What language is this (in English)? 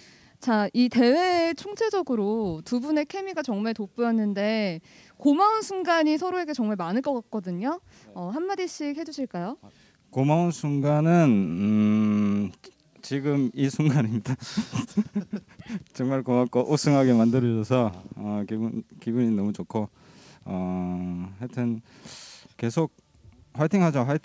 Korean